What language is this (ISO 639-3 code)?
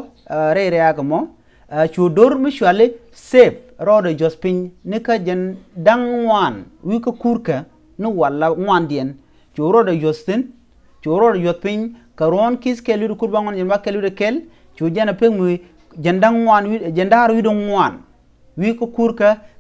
nus